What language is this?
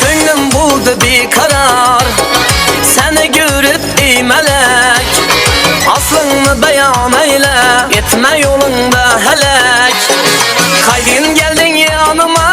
Kara-Kalpak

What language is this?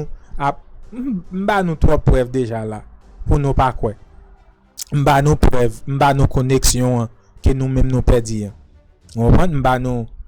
Haitian Creole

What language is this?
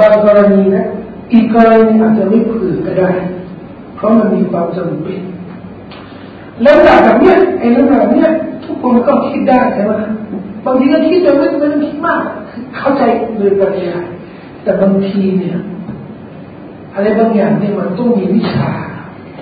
Thai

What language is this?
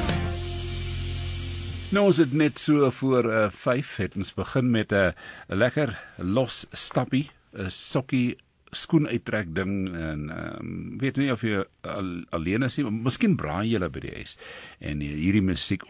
Afrikaans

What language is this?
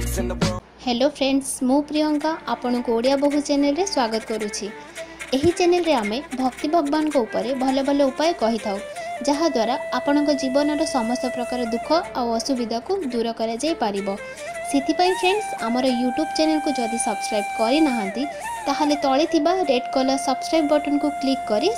Odia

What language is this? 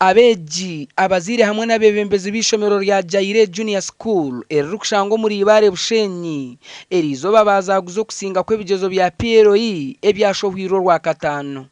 Nyankole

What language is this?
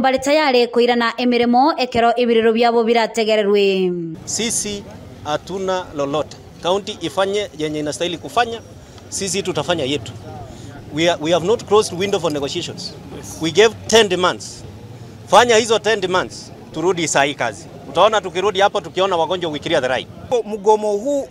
Gusii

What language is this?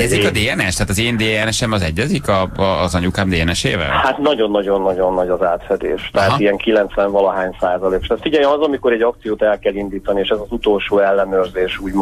Hungarian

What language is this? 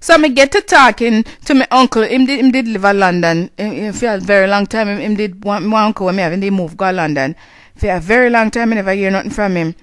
Jamaican Creole English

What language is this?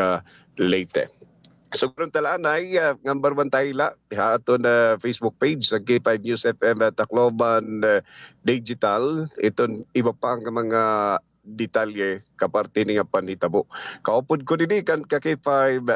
Waray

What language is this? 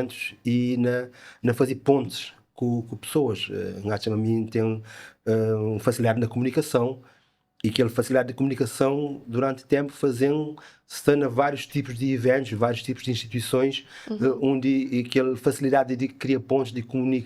Kabuverdianu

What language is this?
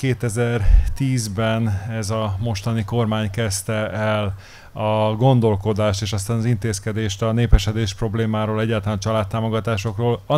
Hungarian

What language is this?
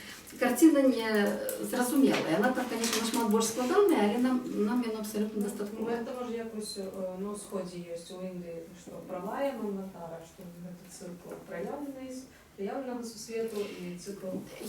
Belarusian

